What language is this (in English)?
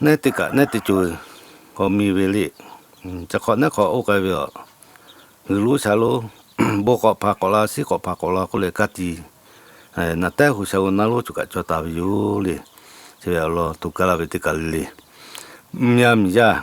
Lahu